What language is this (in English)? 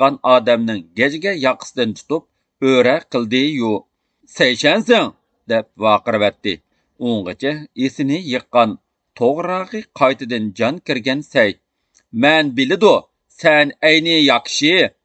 Uyghur